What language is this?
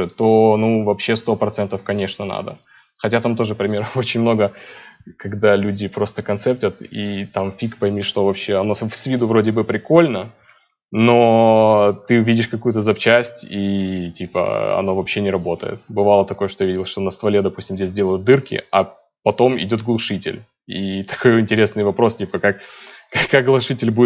Russian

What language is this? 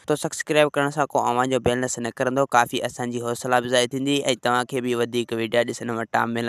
Sindhi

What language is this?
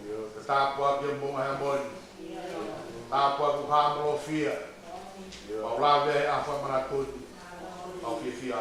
Tongan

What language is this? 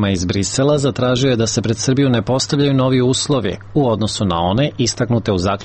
Serbian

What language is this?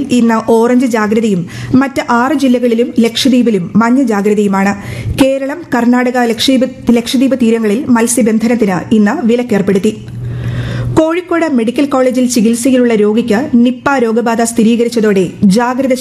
Malayalam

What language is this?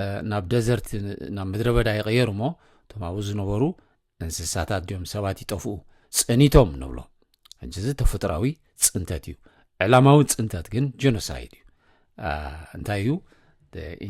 Tigrinya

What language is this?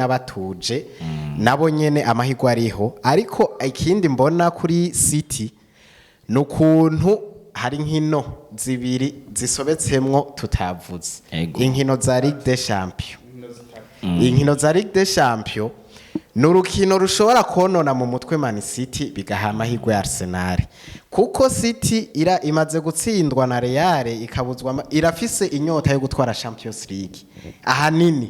Rundi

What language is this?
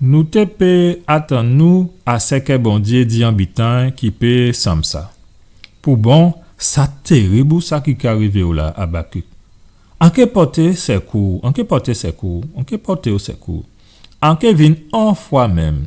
Guadeloupean Creole French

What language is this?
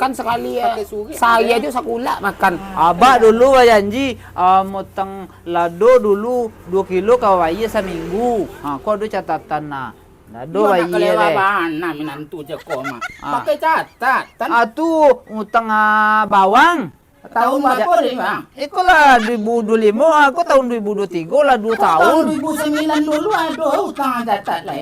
Minangkabau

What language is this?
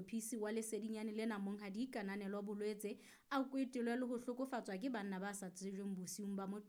Southern Sotho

